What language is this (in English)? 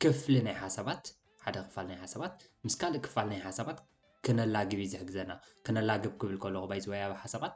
Tigrinya